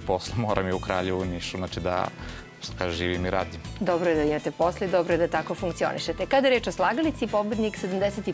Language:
Serbian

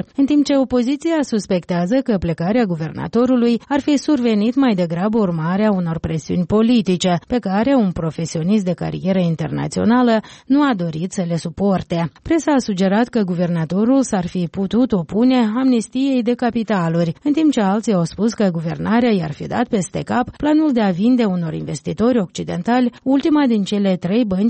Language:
Romanian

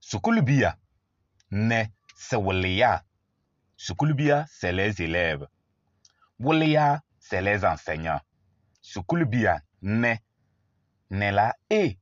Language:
Kabiyè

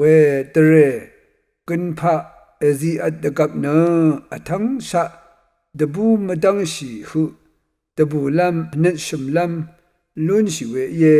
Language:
Rawang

